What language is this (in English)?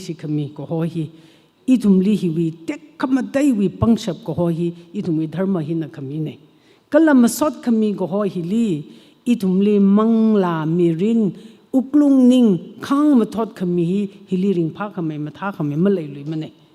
Tangkhul Naga (India)